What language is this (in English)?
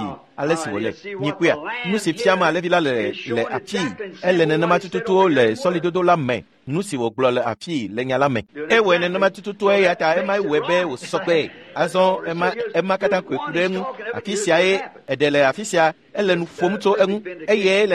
Ewe